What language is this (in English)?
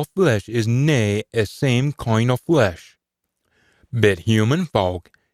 Scots